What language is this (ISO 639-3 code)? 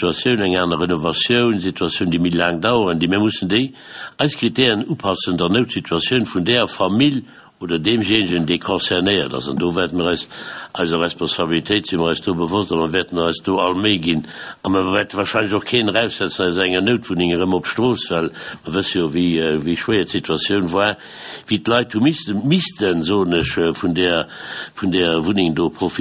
ltz